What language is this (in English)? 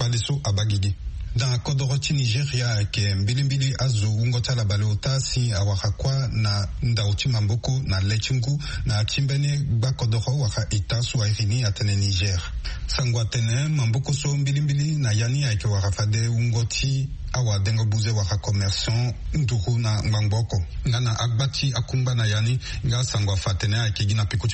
Sango